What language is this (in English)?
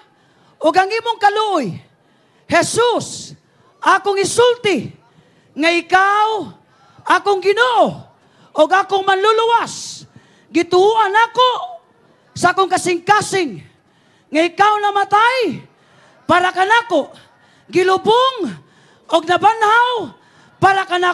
Cebuano